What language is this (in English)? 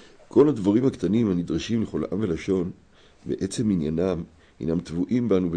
Hebrew